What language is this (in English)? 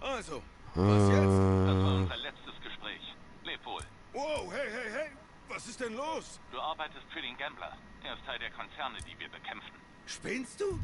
Swiss German